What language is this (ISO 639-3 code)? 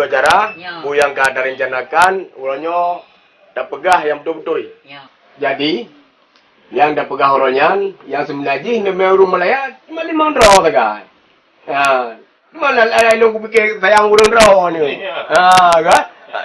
ace